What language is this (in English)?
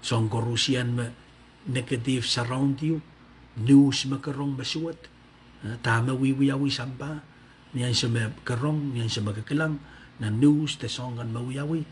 Pohnpeian